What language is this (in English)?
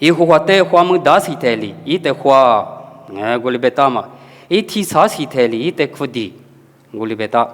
Lisu